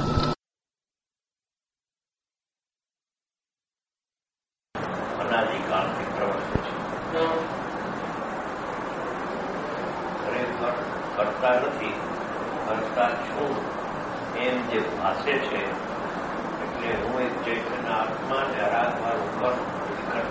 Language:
Gujarati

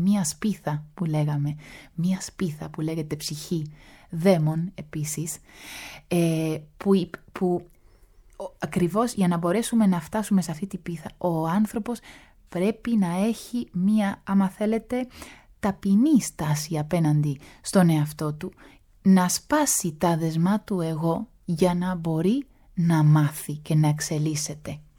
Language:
Greek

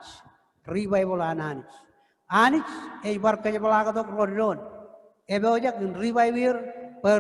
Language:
Marshallese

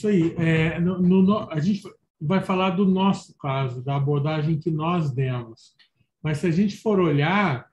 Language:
Portuguese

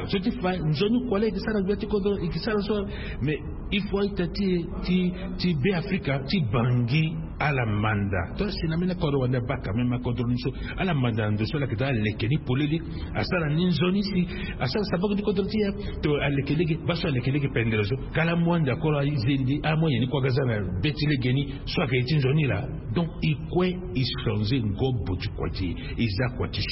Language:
Sango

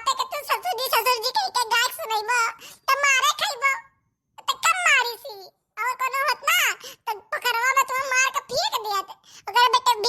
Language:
Awadhi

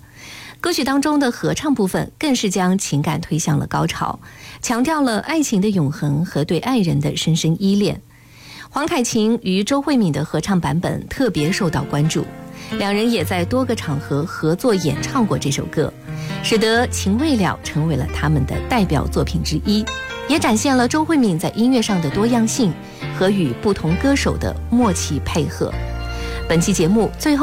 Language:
Chinese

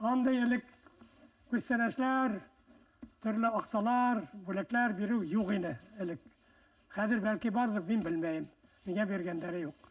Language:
Bashkir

